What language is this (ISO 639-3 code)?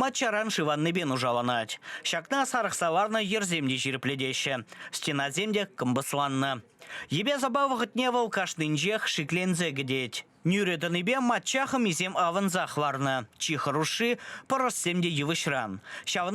chv